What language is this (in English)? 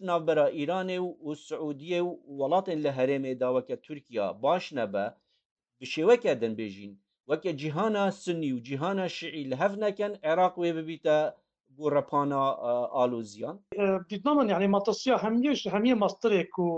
Kurdish